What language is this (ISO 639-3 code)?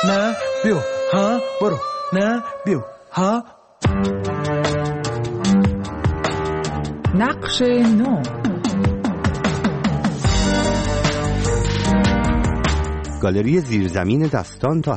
fas